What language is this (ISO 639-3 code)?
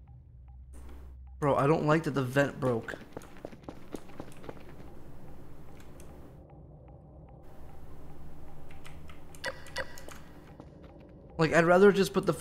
eng